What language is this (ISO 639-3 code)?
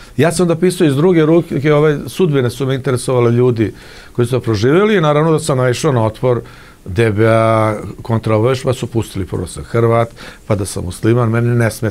srp